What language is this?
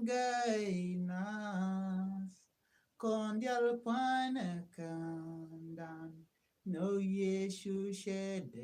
Nuer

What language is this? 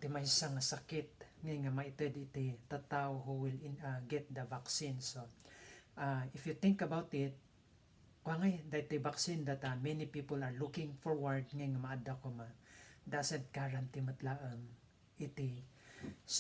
Iloko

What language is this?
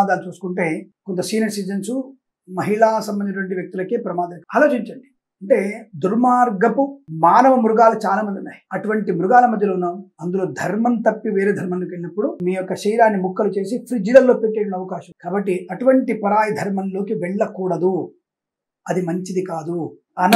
Telugu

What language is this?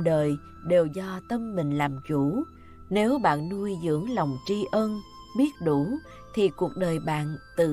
Vietnamese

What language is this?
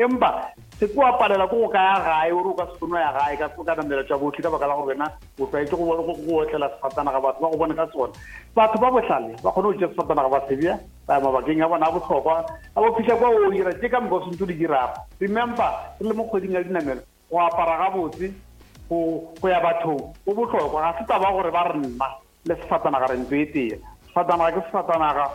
Northern Sotho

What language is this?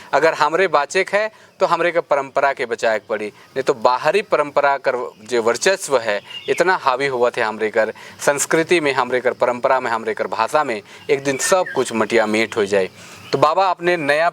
Sadri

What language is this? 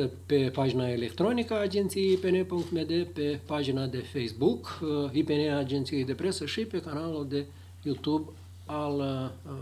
Romanian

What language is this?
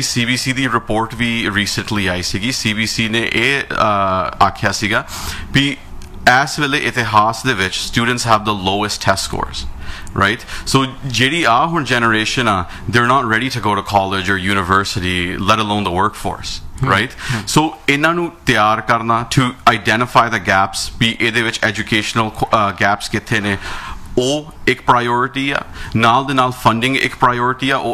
Punjabi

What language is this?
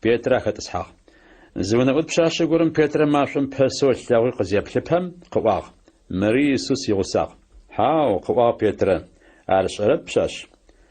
Adyghe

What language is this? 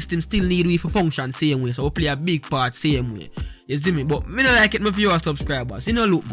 Jamaican Creole English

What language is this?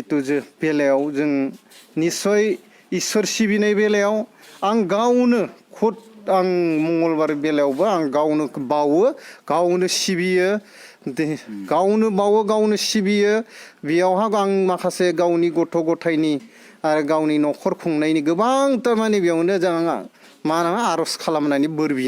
Bodo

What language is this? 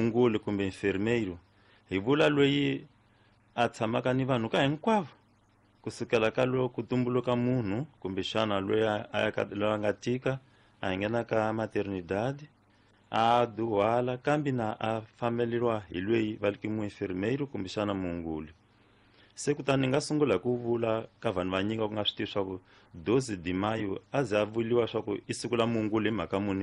Tsonga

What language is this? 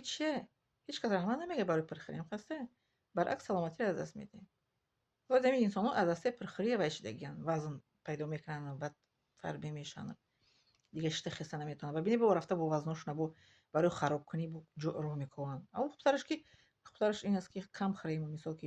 Tajik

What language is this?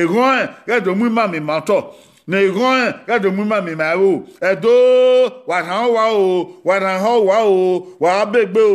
Bini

